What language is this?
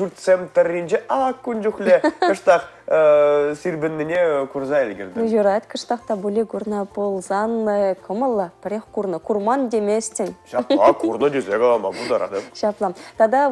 Chuvash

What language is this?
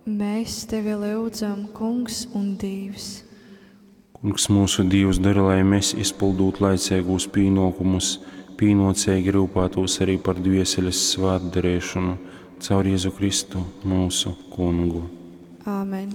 Latgalian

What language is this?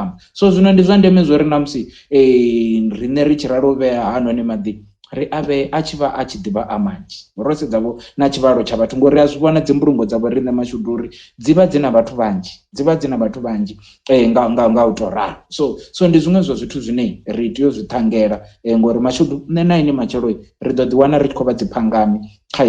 Venda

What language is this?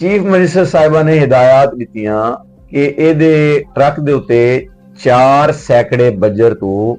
Western Panjabi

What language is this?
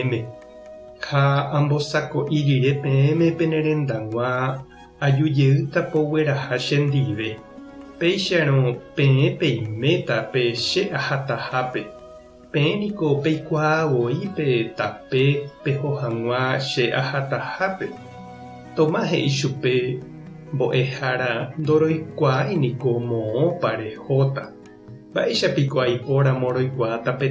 Guarani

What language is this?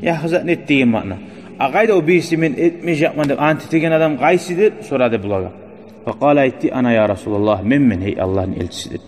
Kumyk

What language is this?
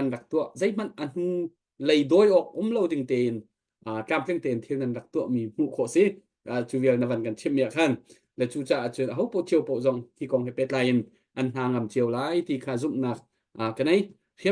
Hakha Chin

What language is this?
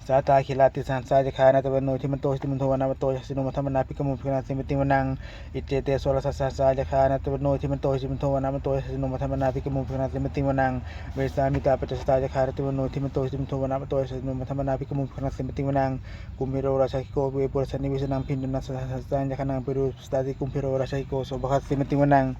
Pali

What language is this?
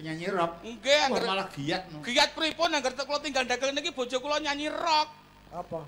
Javanese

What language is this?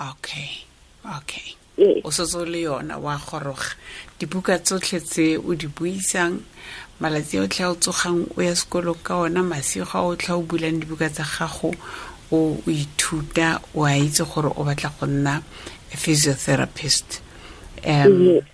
Tswana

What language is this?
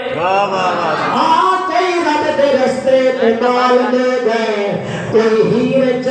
Saraiki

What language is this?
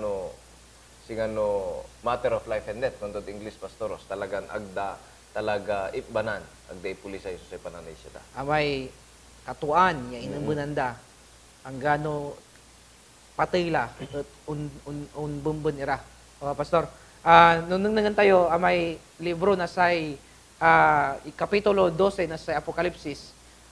Pangasinan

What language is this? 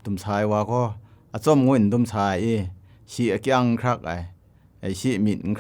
Kachin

